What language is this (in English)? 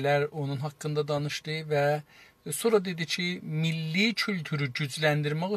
South Azerbaijani